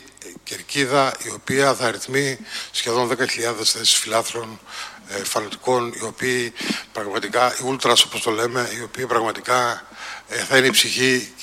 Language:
Greek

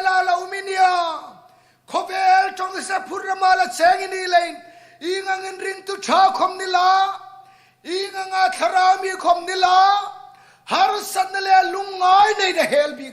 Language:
Hmar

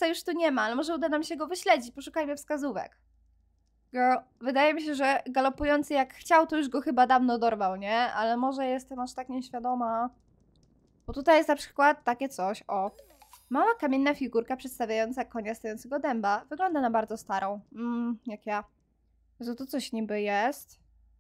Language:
Polish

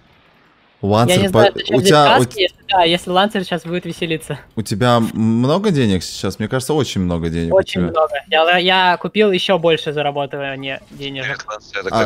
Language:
Russian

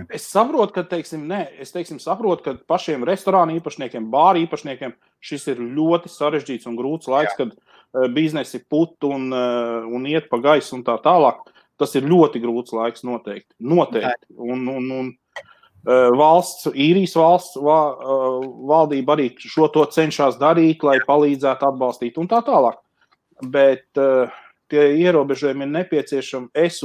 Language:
Latvian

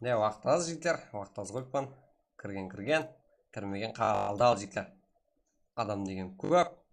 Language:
Kara-Kalpak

